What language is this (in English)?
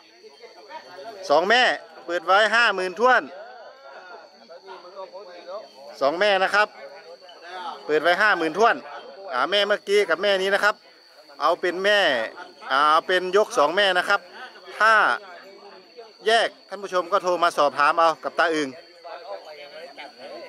Thai